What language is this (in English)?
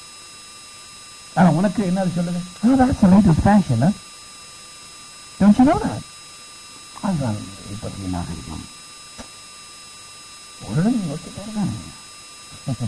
Tamil